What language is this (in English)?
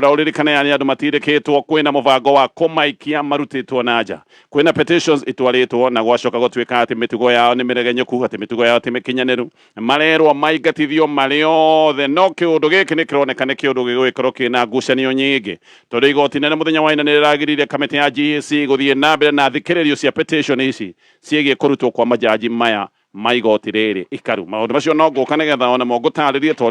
Kikuyu